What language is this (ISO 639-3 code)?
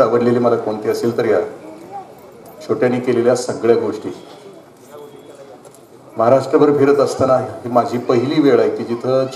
mar